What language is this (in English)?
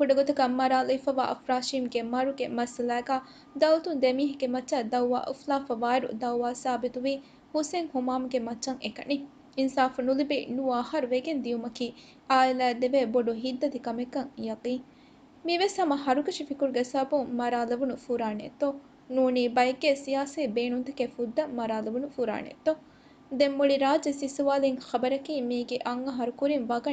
Divehi